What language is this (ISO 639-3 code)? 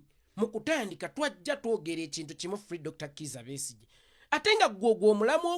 lug